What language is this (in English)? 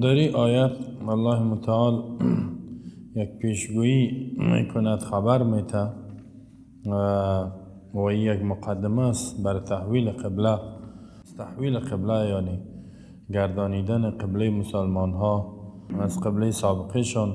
Tajik